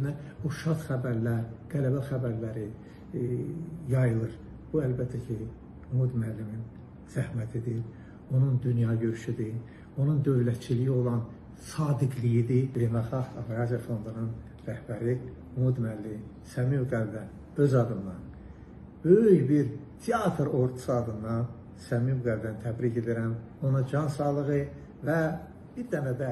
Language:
Azerbaijani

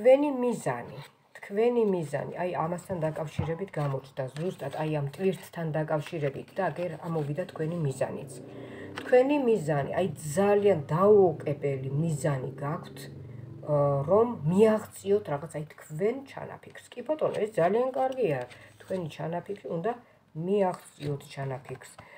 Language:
Georgian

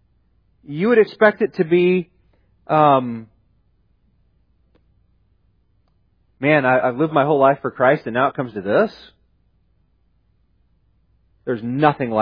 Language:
English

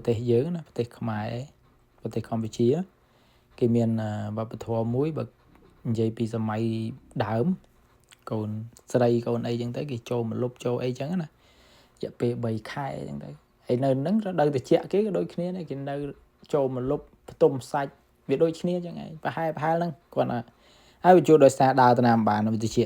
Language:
Khmer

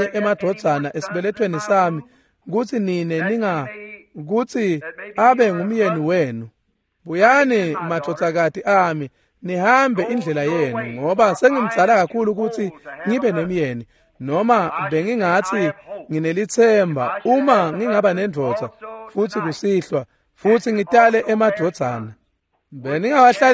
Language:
Swati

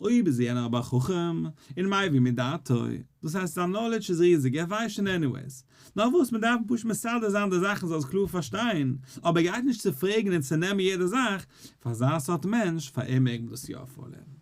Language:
Yiddish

